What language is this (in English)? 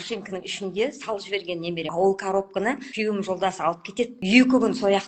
Kazakh